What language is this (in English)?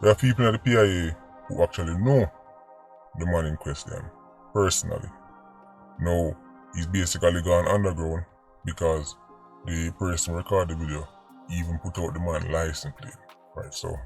Jamaican Creole English